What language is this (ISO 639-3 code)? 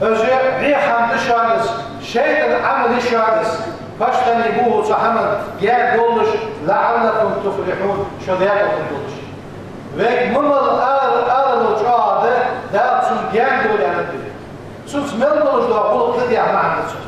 inh